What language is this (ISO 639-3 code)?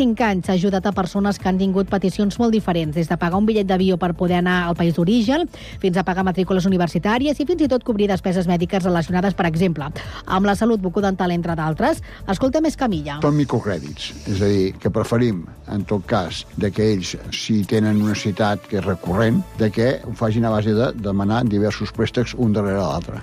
cat